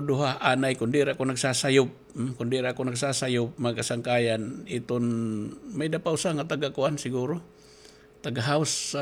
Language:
Waray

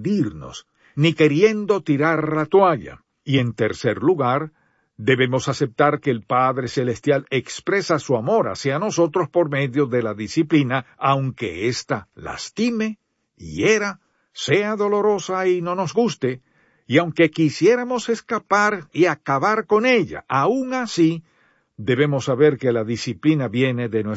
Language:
Spanish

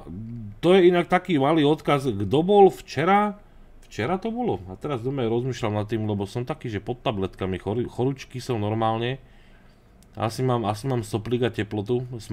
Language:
Slovak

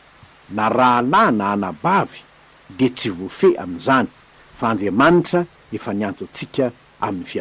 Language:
Malagasy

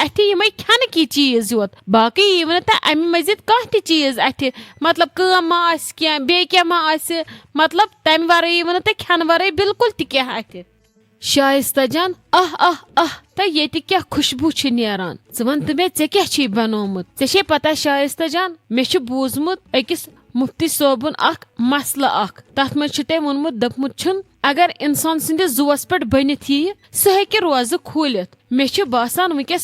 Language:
Kashmiri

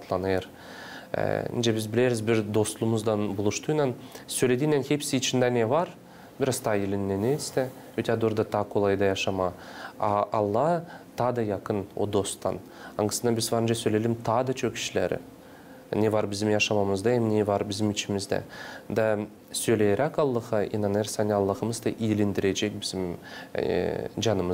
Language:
Gagauz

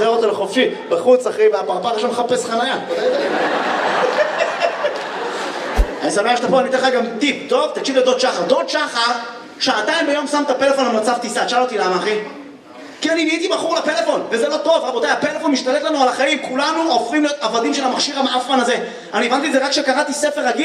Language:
Hebrew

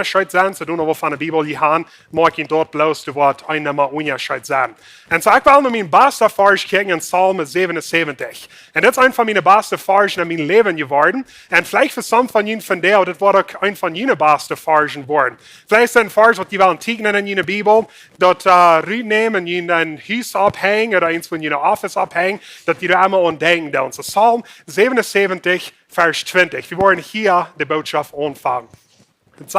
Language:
Plautdietsch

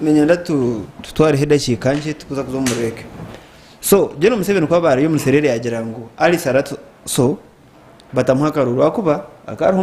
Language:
Nyankole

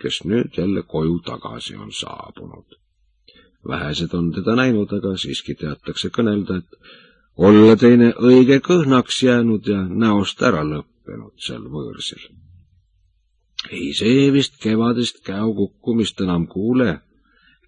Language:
Estonian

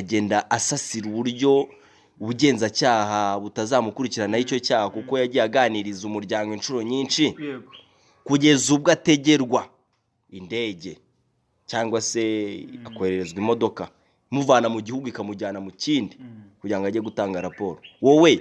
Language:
Kinyarwanda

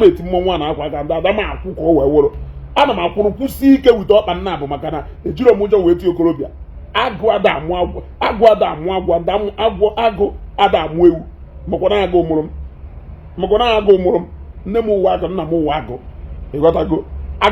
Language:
Igbo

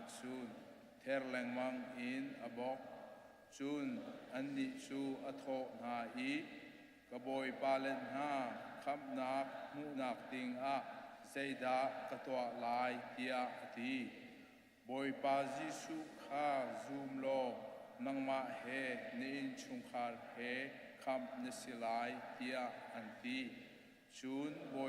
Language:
Hakha Chin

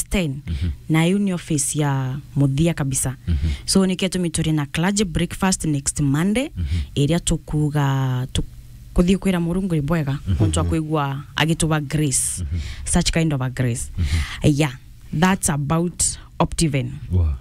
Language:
Meru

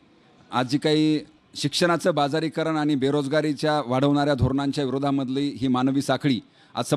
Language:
Marathi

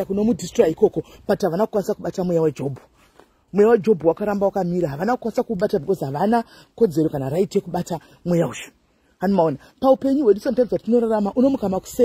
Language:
Shona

